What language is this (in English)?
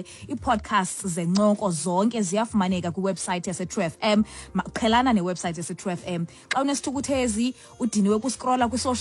Xhosa